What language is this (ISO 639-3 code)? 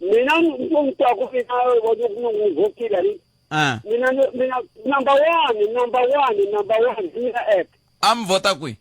tso